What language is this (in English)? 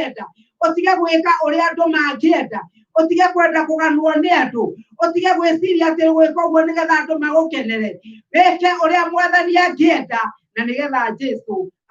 Kikuyu